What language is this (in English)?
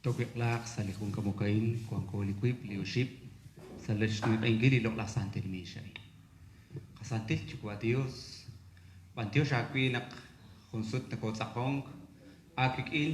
Kekchí